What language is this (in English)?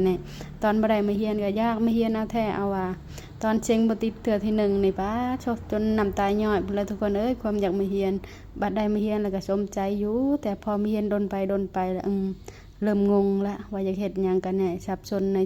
Lao